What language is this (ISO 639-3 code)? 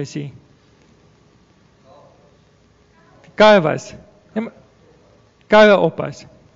afr